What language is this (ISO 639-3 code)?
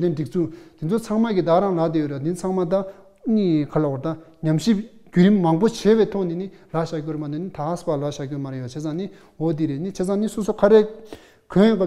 bod